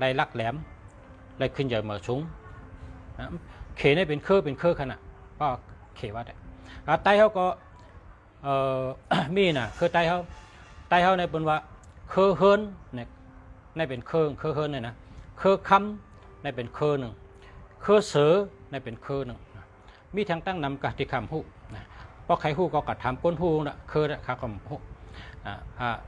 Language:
Shan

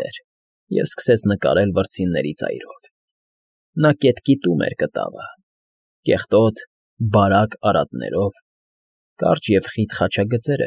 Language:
Armenian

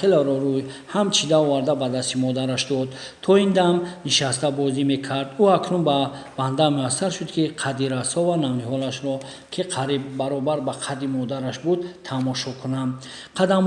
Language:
Tajik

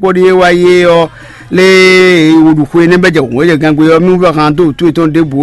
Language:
Fon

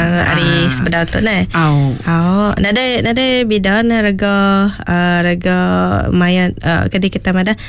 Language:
Iban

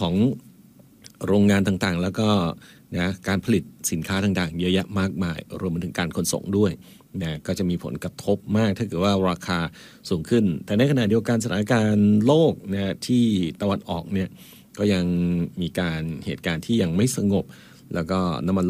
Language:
Thai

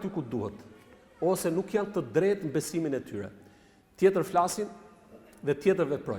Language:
Albanian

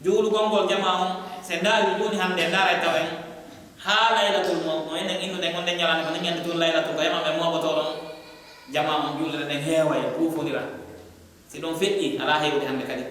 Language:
Pular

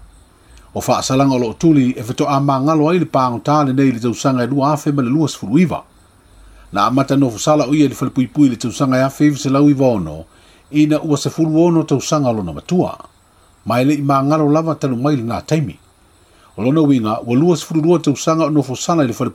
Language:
Samoan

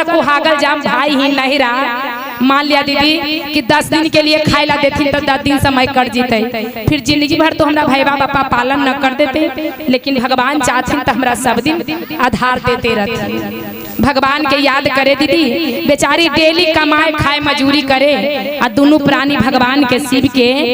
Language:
Magahi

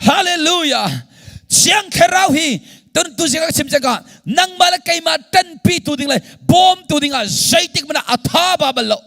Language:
Hakha Chin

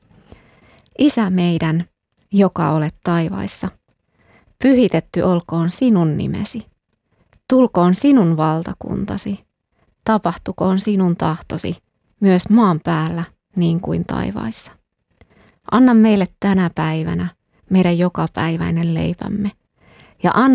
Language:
Finnish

